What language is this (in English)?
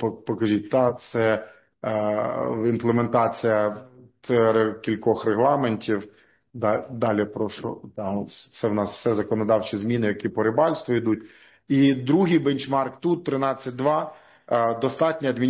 Ukrainian